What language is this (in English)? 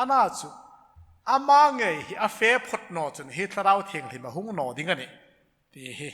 Hmar